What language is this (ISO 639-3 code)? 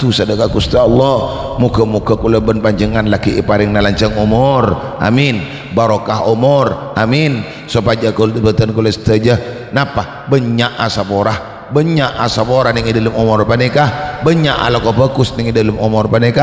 mad